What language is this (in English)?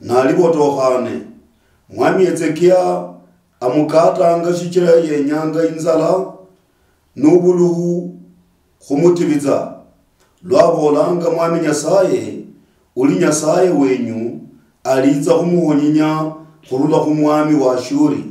Luyia